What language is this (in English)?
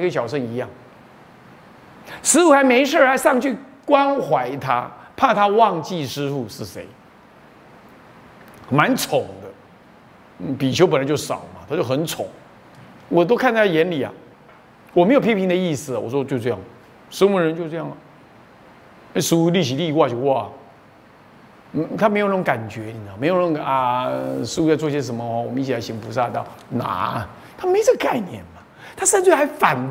Chinese